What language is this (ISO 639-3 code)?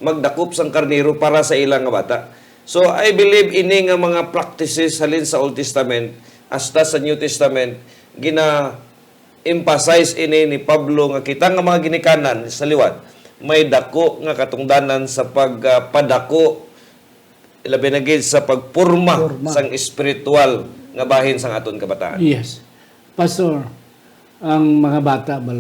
hil